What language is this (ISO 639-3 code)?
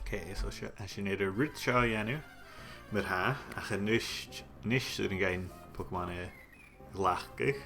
gla